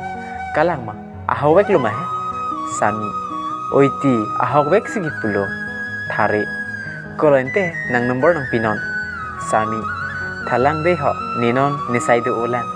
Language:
Karbi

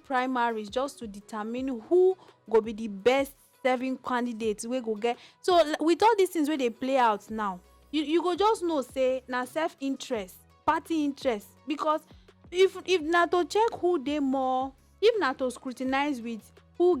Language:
Nigerian Pidgin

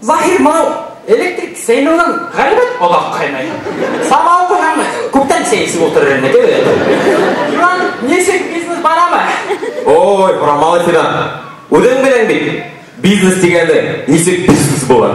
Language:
Bashkir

